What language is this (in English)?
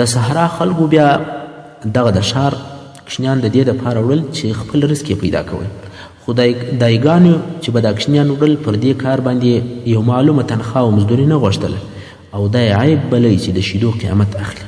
Pashto